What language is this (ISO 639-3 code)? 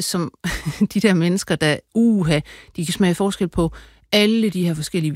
dan